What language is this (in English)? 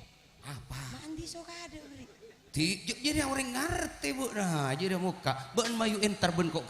Madurese